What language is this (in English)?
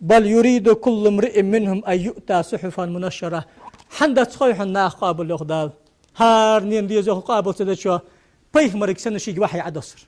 Ingush